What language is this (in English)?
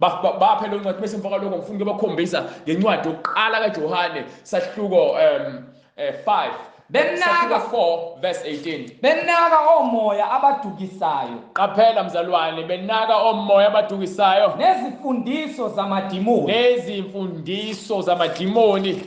Zulu